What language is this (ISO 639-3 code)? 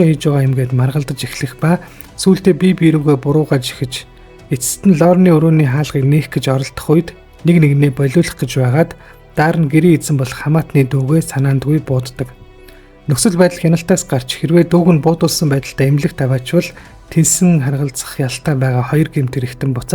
mon